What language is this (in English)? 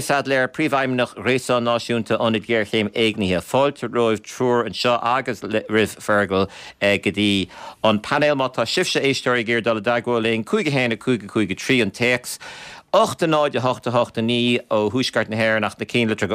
Irish